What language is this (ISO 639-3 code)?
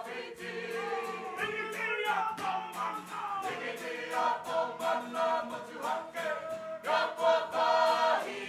mri